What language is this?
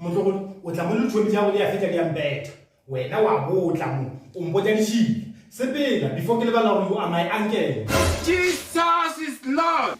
Northern Sotho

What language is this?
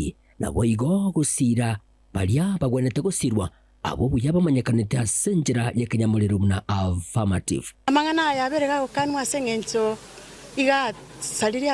Gusii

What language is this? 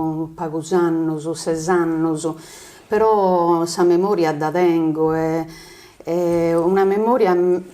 Sardinian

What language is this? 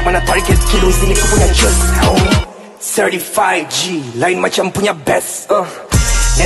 Malay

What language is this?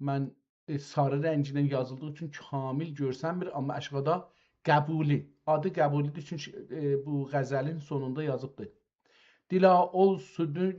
South Azerbaijani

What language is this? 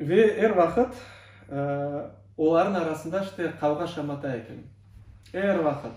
Crimean Tatar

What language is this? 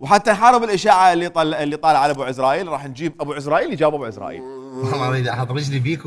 Mesopotamian Arabic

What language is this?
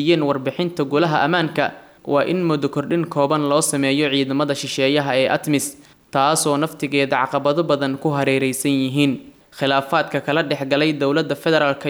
Somali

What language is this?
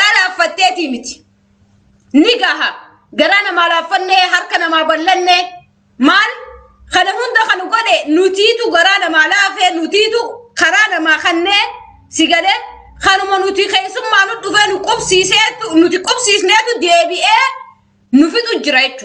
Oromo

